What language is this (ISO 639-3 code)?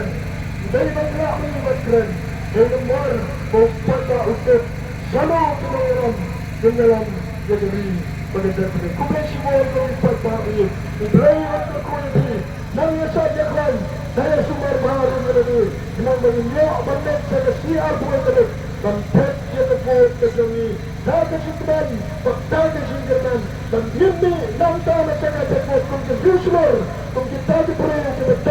kha